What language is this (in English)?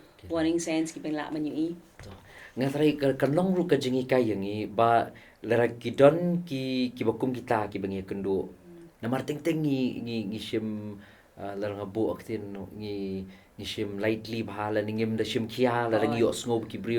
Khasi